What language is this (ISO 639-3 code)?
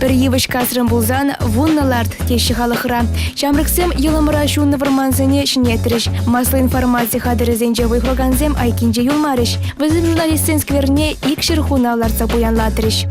chv